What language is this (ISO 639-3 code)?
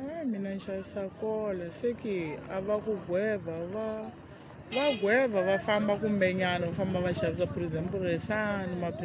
tso